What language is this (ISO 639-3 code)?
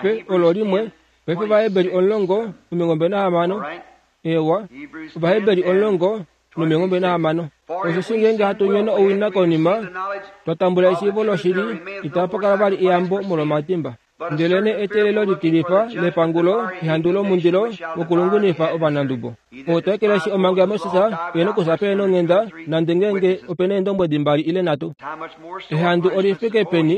kua